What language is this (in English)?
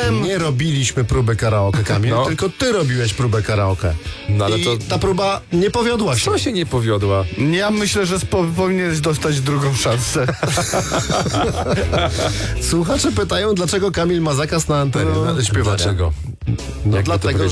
Polish